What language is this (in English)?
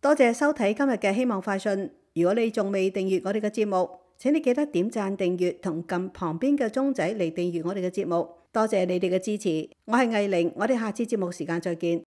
Cantonese